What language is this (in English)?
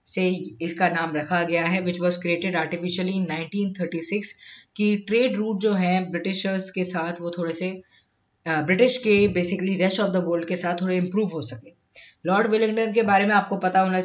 Hindi